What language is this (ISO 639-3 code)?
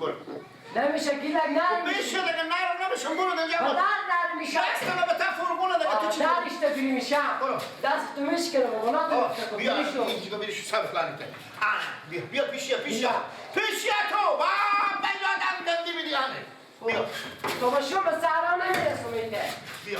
fas